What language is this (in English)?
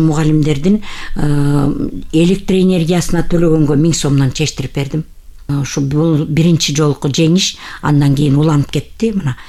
Kyrgyz